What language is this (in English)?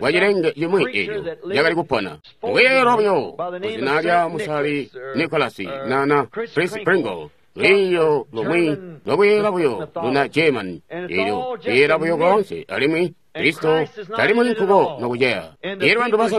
Tonga (Zambia)